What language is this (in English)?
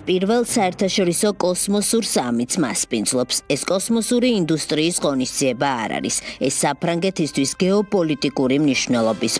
Georgian